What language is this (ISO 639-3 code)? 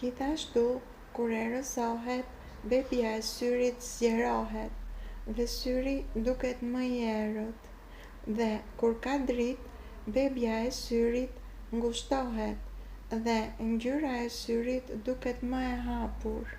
sqi